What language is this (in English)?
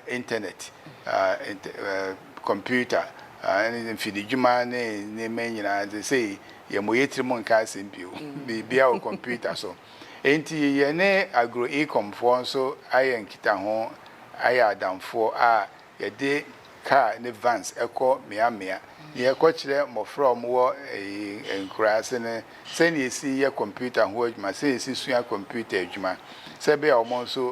Akan